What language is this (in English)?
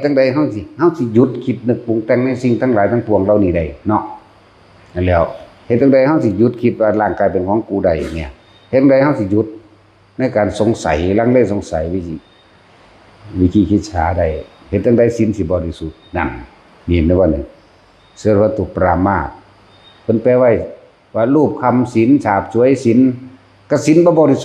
Northeastern Thai